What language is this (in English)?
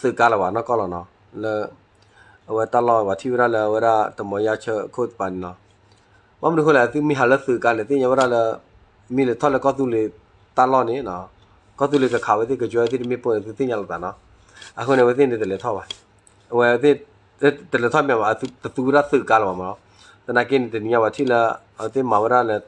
S'gaw Karen